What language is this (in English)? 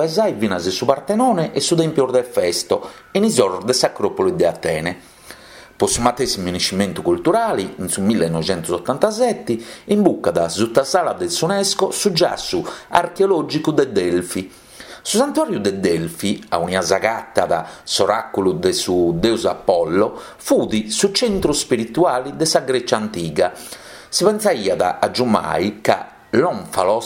Sardinian